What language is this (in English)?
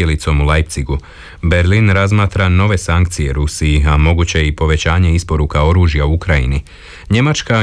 Croatian